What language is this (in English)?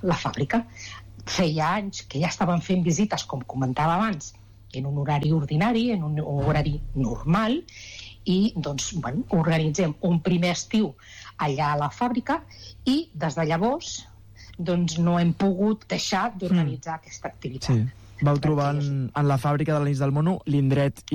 Catalan